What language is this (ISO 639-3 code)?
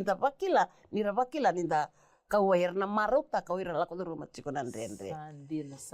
fij